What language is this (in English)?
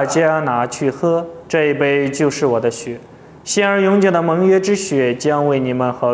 Chinese